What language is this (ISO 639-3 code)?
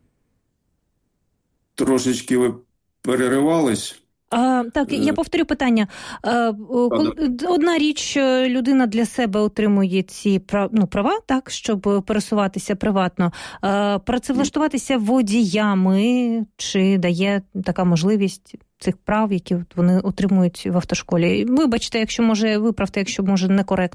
ukr